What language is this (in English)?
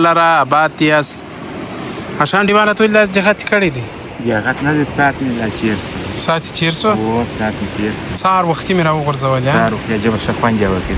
Pashto